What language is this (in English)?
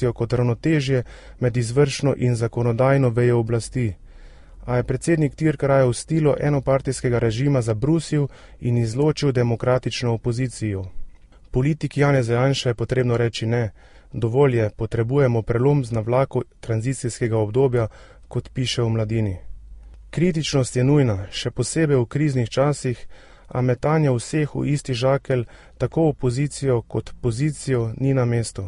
Slovenian